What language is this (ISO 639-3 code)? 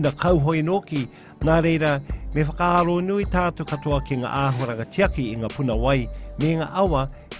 mri